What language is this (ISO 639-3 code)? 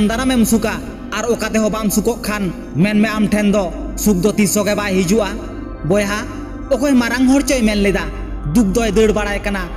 sat